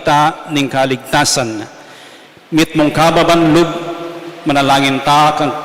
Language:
Pampanga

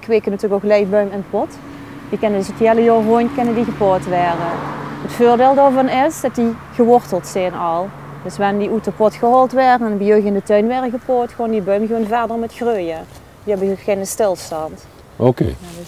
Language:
Limburgish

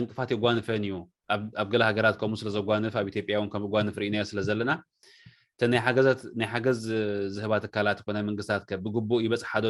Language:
Tigrinya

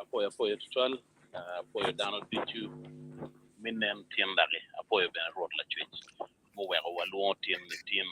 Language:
Acoli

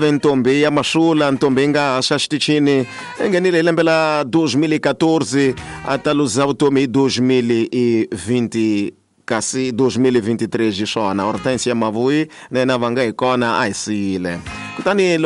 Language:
Tsonga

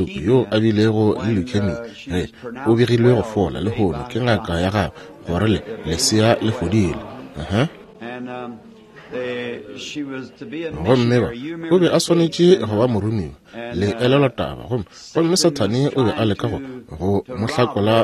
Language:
Northern Sotho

